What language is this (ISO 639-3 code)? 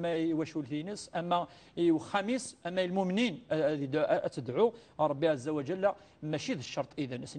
kab